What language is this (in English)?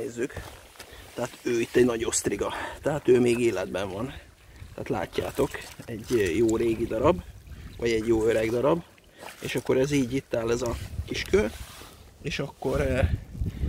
Hungarian